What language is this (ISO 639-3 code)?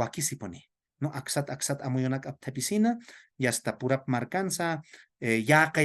aym